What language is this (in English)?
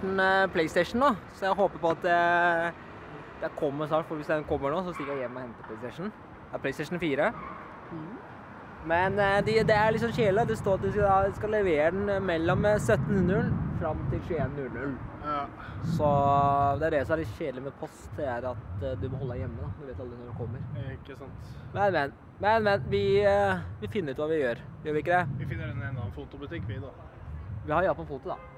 Norwegian